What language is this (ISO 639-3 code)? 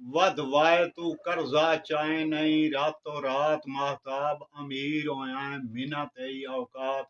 skr